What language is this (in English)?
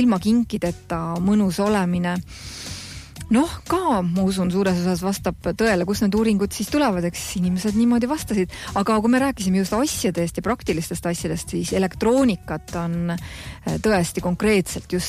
Estonian